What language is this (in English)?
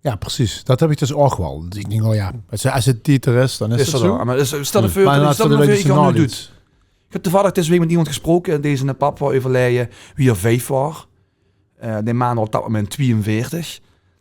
Limburgish